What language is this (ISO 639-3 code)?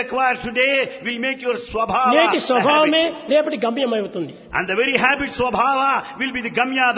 tel